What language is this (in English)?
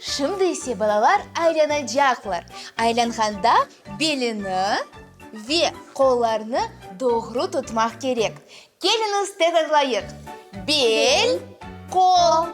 Crimean Tatar